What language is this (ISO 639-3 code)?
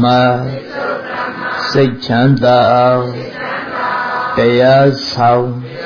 mya